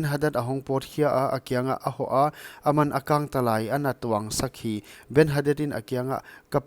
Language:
Paite Chin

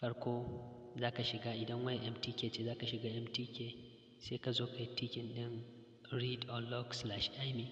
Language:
Hausa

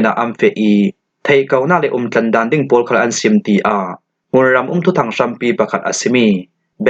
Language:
Falam Chin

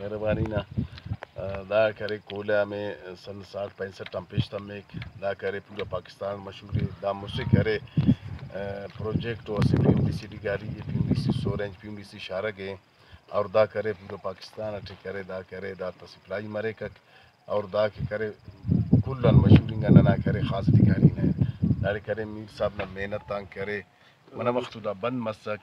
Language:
Brahui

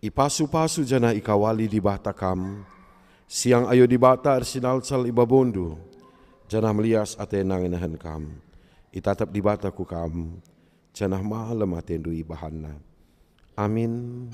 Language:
Batak Karo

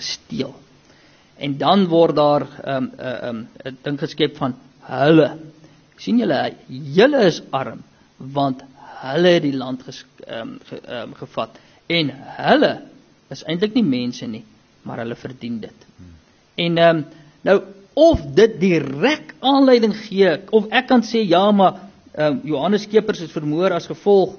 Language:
Afrikaans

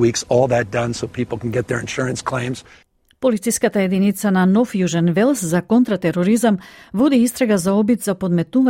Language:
Macedonian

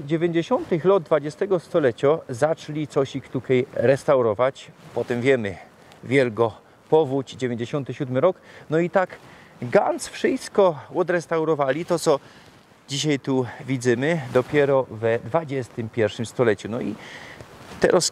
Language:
Silesian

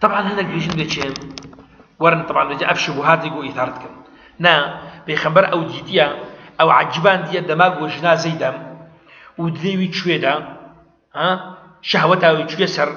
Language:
Kurdish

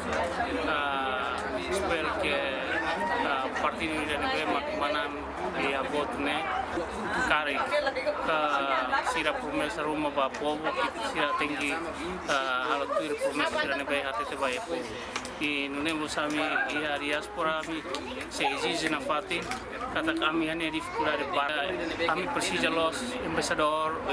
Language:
Tetum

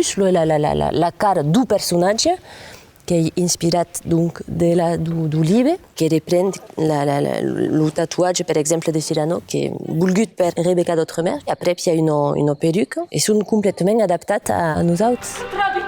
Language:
Occitan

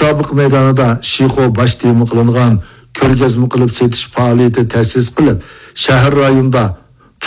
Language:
Uyghur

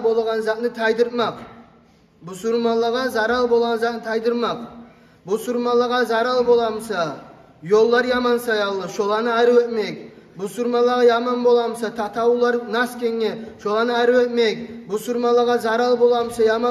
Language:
Kumyk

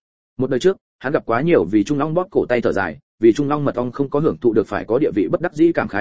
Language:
Vietnamese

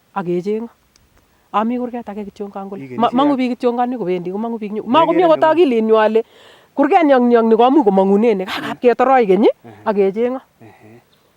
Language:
Nandi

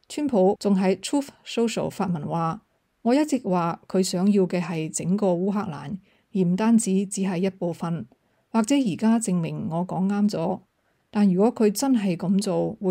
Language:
Cantonese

